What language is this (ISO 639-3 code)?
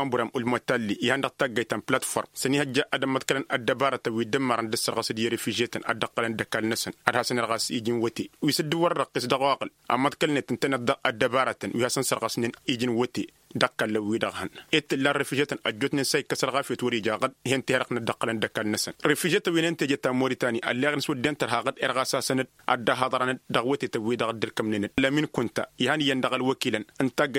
taq